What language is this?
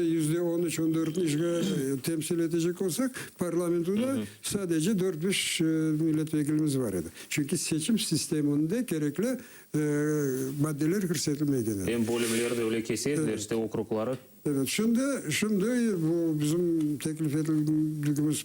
Crimean Tatar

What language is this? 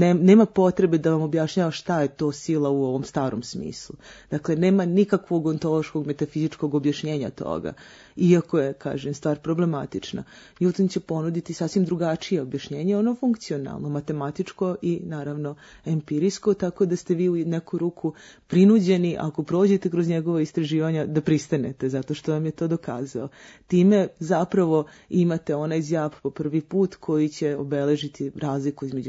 Serbian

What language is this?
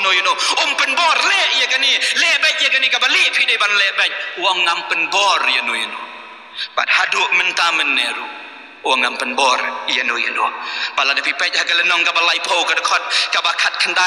Khasi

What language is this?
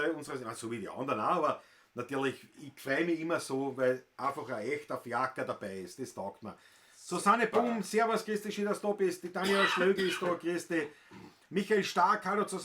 Bavarian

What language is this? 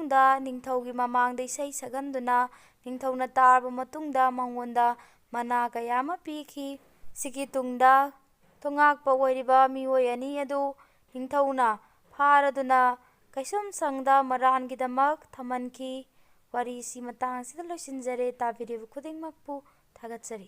Manipuri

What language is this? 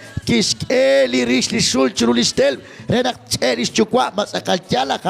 Kekchí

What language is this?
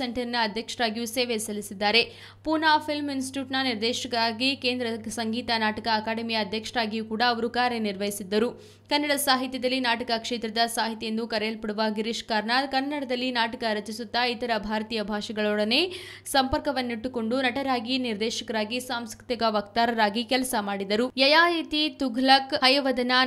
Kannada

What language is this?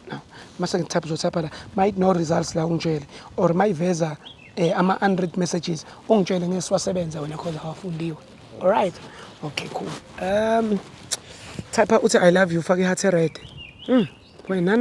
Zulu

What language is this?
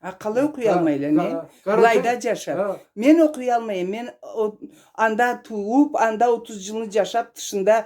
Karachay-Balkar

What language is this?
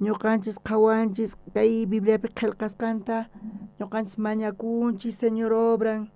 South Bolivian Quechua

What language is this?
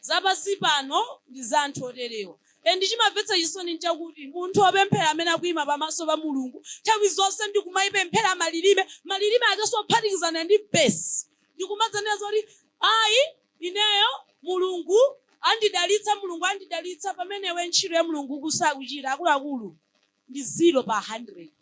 Nyanja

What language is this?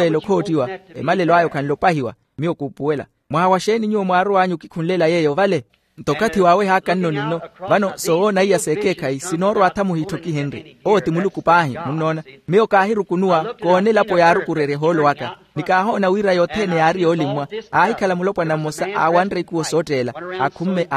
Makhuwa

